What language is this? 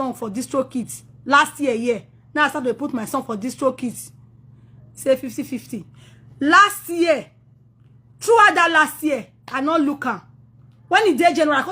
Nigerian Pidgin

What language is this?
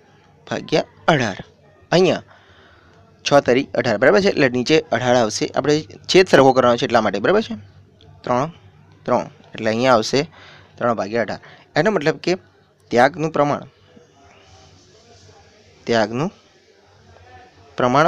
Gujarati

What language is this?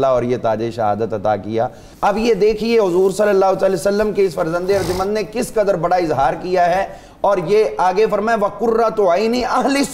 Urdu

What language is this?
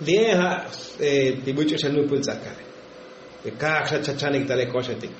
Tzotzil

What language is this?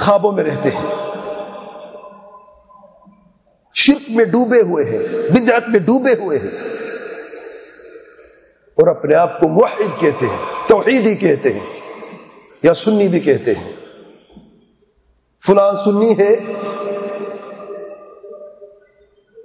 Urdu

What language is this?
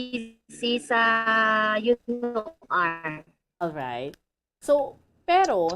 Hiligaynon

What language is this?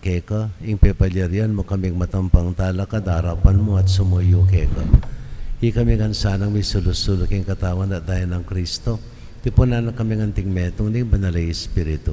Pampanga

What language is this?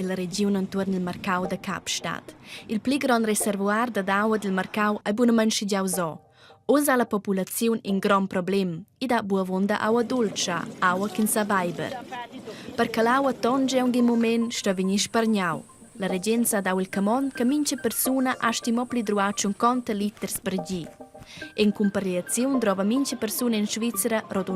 Romansh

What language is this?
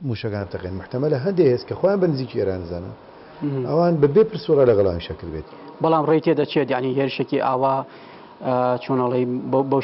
Central Kurdish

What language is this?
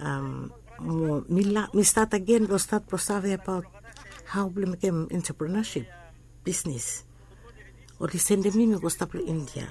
Bislama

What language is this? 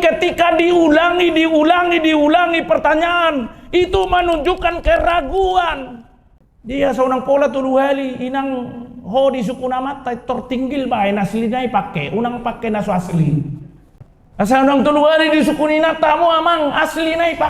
Batak Toba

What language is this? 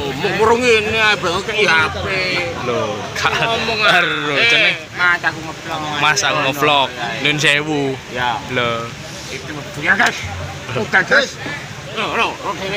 Javanese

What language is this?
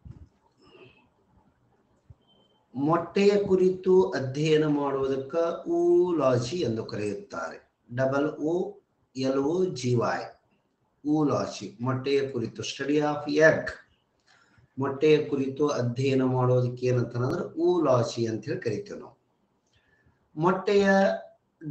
Kannada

